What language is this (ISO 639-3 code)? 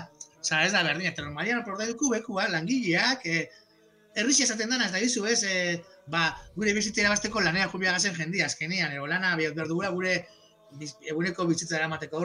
eus